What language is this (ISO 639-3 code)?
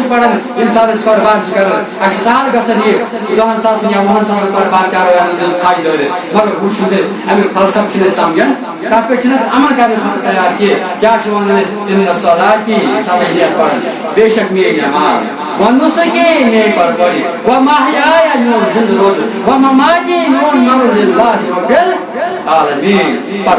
kas